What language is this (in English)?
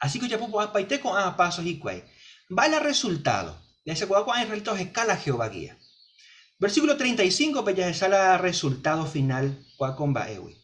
Guarani